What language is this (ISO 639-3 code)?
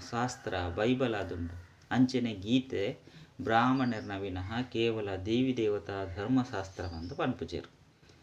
tcy